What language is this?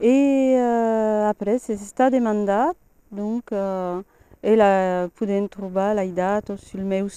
Occitan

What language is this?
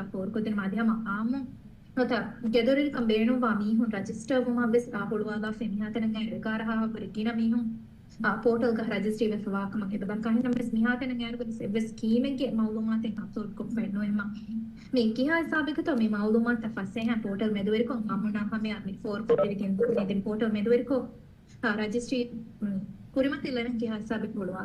Divehi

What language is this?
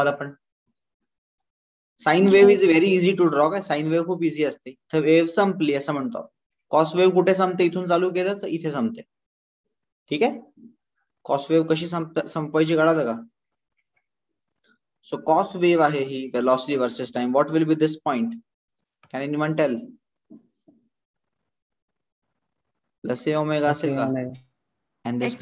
Marathi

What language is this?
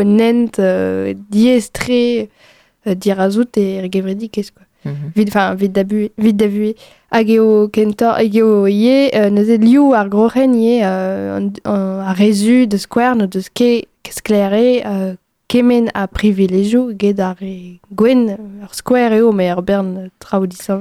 Breton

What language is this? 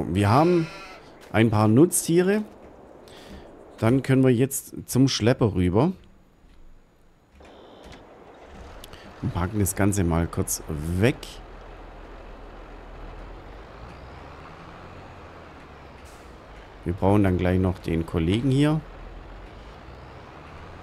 German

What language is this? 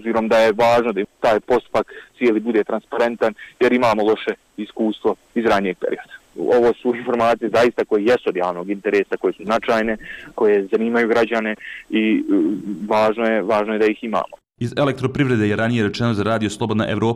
Bosnian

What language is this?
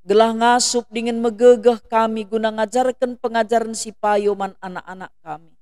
Batak Karo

